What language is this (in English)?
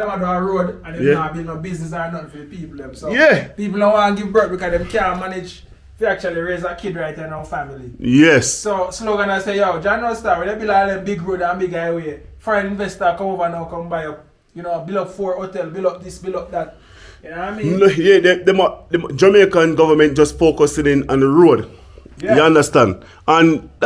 Jamaican Creole English